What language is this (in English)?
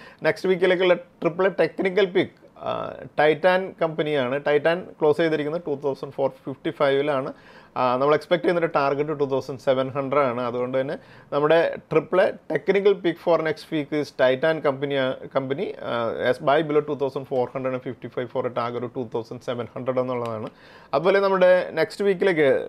Malayalam